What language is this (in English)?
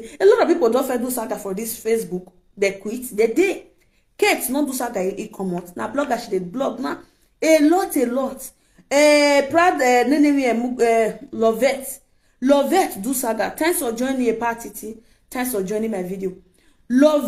Nigerian Pidgin